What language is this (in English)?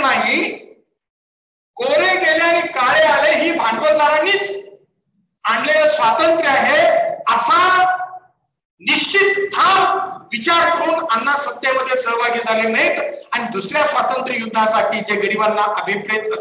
Marathi